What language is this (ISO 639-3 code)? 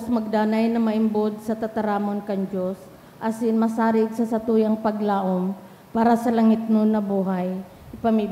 bik